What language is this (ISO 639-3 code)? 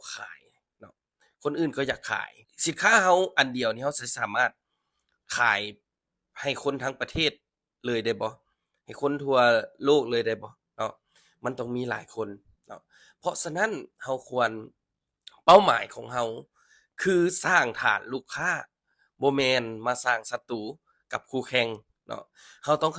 lao